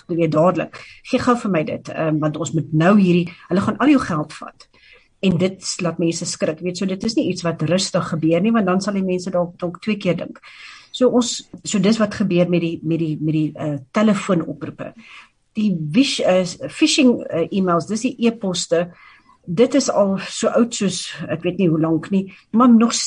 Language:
Afrikaans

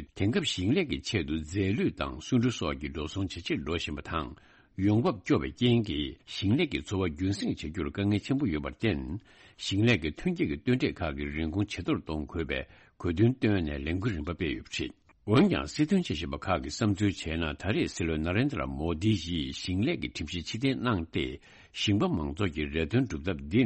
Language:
Tibetan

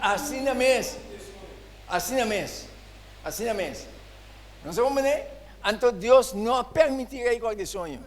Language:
Papiamento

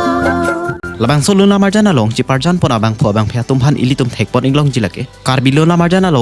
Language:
Karbi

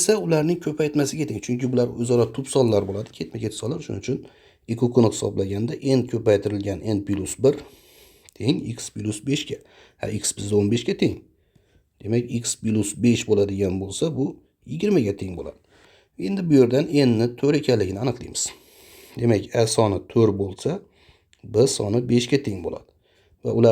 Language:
Uzbek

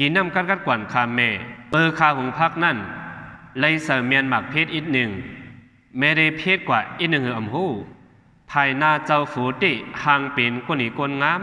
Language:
Shan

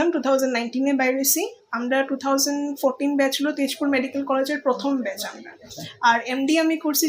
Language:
Sylheti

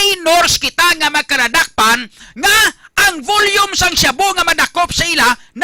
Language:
Hiligaynon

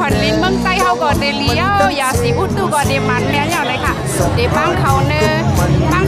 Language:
Shan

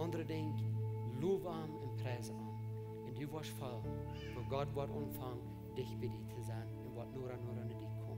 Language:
Plautdietsch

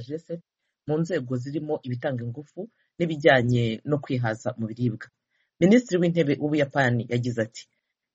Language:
Kinyarwanda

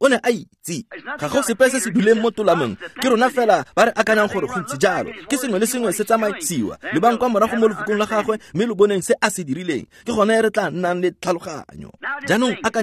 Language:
Tswana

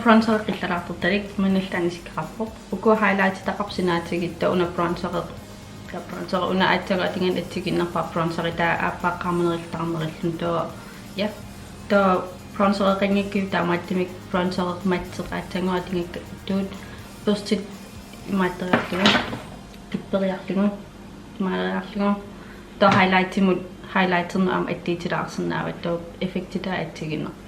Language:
Kalaallisut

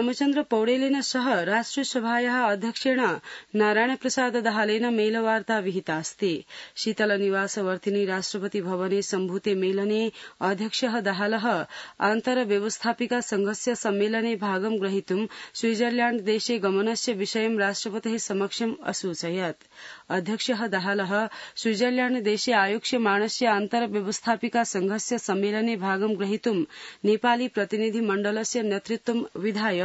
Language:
Sanskrit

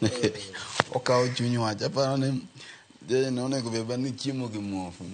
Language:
Luo (Kenya and Tanzania)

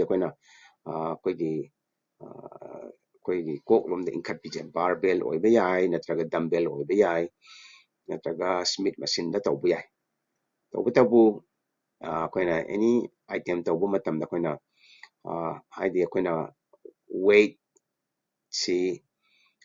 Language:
Manipuri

